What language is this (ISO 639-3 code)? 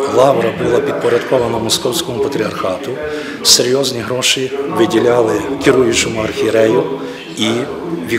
ukr